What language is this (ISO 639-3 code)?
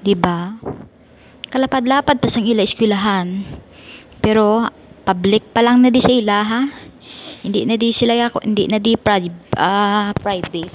hil